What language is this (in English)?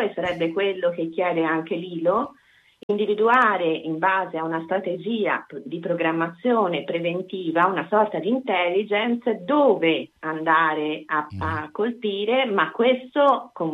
Italian